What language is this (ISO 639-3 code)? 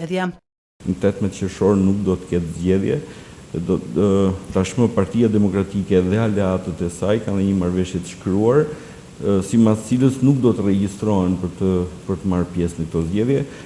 sqi